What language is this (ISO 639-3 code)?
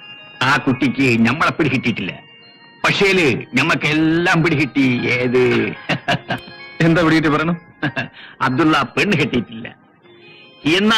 mal